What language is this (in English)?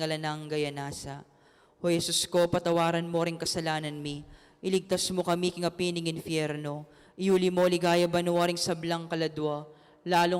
Pampanga